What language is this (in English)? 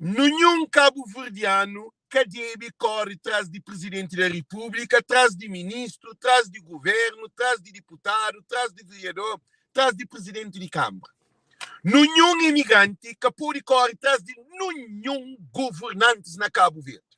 Kabuverdianu